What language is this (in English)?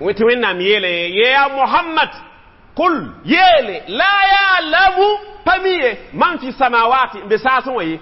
Mossi